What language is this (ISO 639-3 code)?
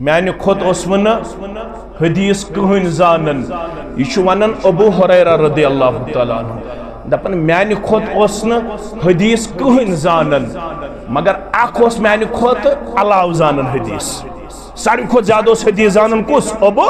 kas